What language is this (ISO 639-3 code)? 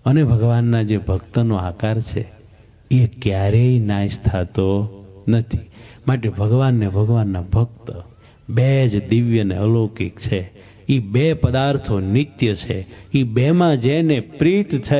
guj